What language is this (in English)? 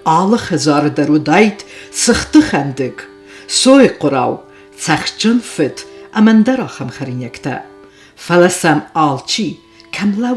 Ossetic